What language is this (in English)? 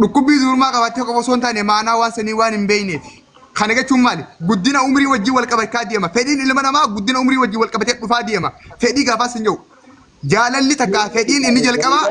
Oromo